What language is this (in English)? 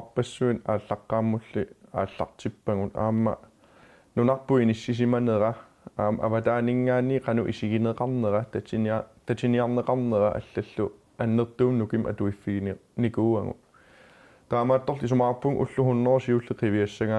Kalaallisut